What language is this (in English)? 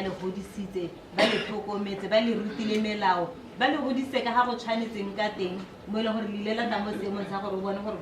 Tswana